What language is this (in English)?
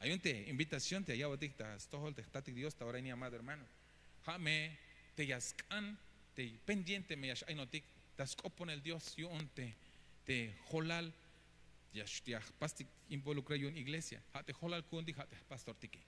Tzeltal